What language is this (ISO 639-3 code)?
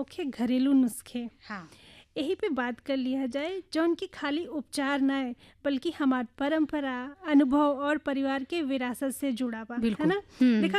bho